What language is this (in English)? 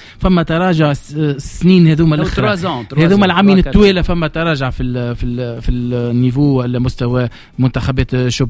Tunisian Arabic